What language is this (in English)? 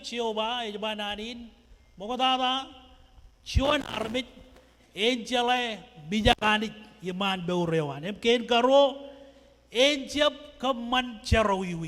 Marshallese